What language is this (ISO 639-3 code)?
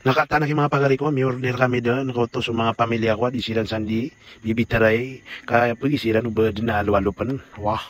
mrw